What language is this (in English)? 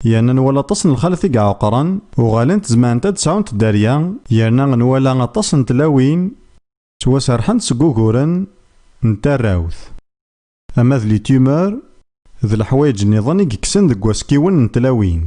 Kabyle